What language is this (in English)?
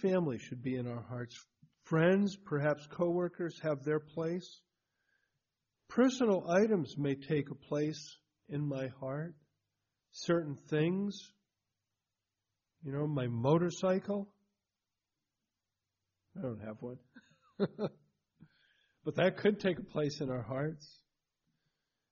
English